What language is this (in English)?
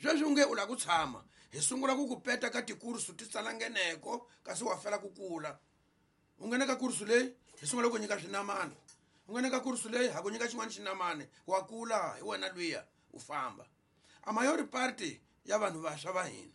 Tsonga